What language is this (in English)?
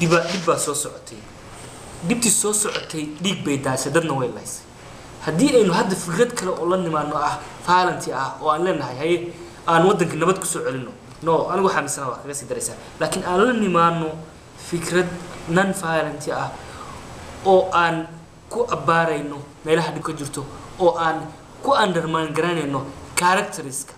Somali